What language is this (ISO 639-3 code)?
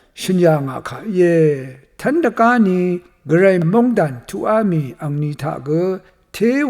raw